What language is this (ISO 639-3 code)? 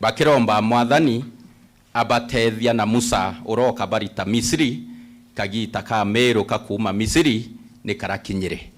mer